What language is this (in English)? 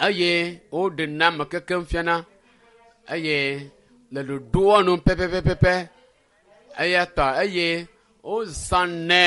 Ewe